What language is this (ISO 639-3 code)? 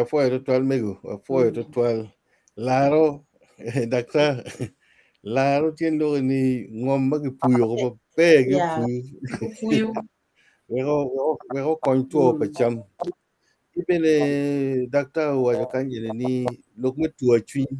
ach